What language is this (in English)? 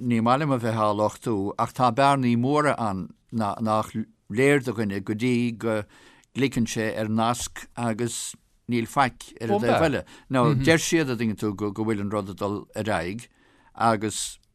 Irish